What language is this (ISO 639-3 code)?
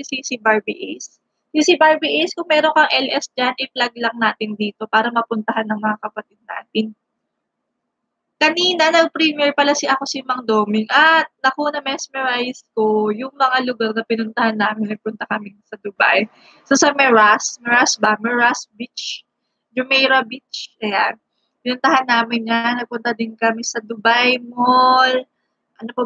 fil